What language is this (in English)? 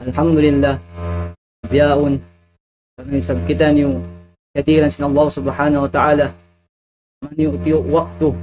Tausug